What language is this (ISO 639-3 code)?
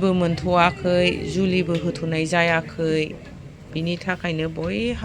brx